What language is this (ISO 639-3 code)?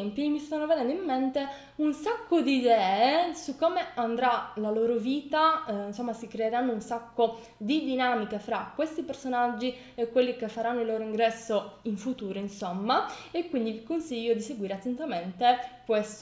ita